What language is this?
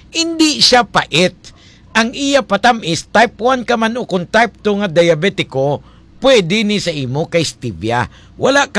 Hiligaynon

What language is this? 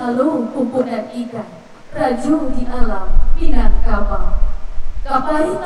Minangkabau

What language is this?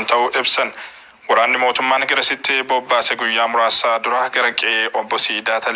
Oromo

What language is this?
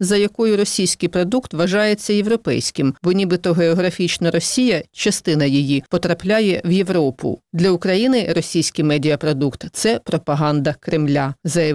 Ukrainian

